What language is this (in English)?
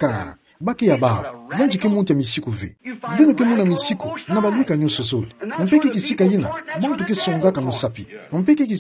Kituba (Democratic Republic of Congo)